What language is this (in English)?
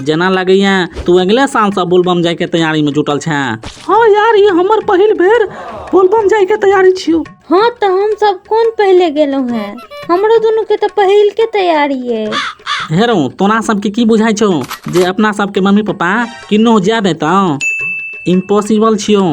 Maithili